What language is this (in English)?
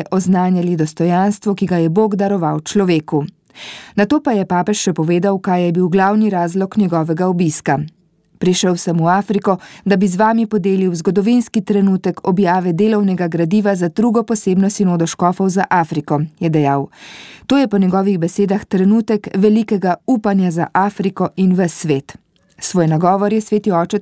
Slovenian